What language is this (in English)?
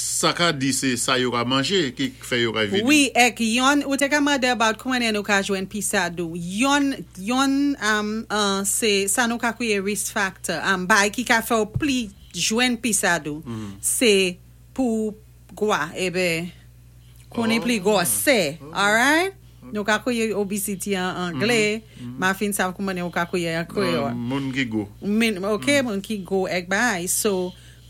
Saint Lucian Creole French